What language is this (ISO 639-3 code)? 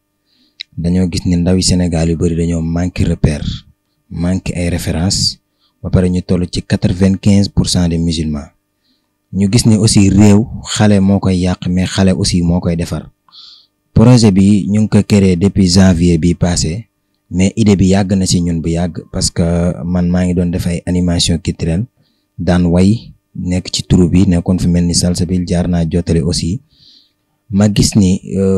wol